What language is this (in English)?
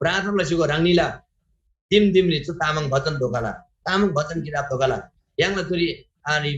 Eastern Tamang